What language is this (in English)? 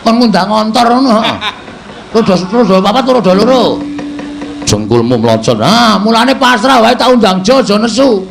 Javanese